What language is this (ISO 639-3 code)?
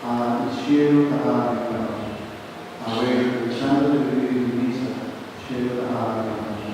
pap